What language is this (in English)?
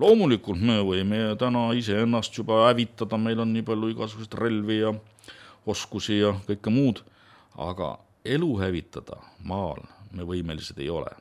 Estonian